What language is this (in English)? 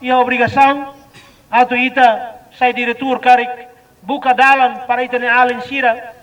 Tetum